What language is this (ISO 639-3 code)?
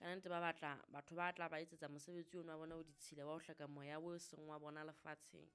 sot